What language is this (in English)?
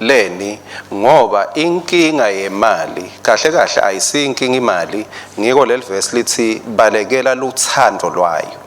Swati